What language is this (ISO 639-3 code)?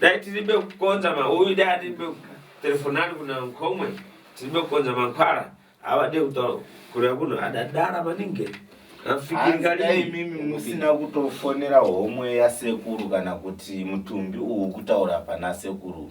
sna